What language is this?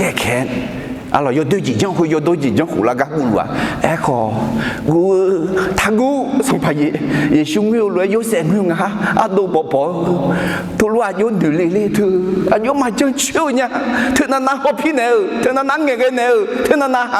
Akha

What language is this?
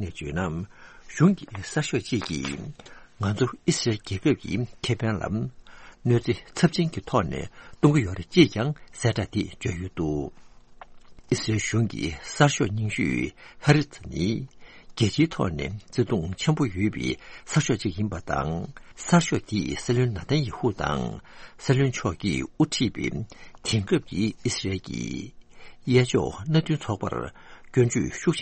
Tibetan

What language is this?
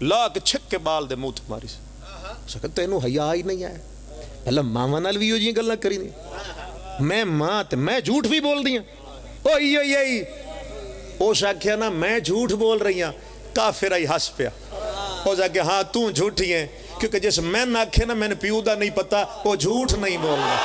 Pahari-Potwari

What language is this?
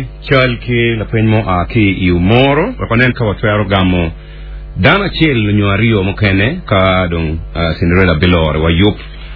Acoli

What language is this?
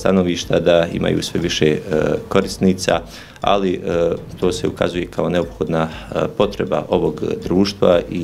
Bosnian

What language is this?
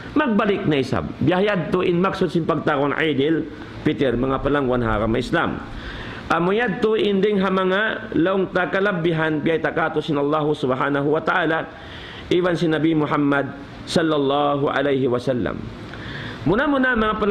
Tausug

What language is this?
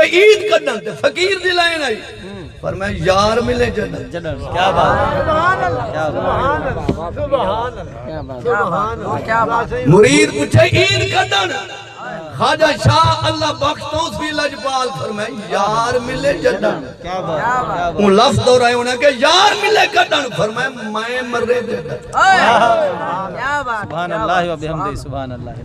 Saraiki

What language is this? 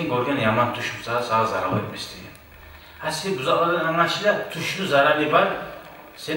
Kumyk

